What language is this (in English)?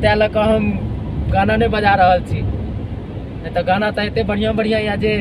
Maithili